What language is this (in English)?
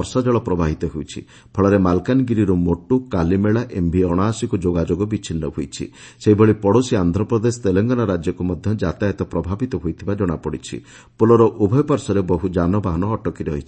Odia